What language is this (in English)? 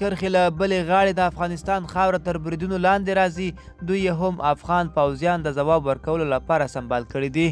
Pashto